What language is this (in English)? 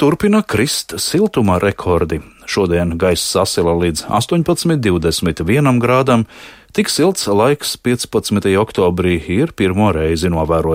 Latvian